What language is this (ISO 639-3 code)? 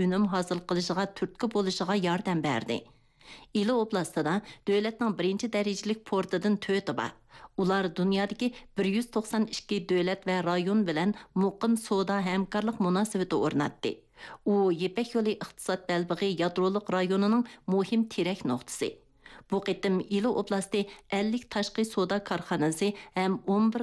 uig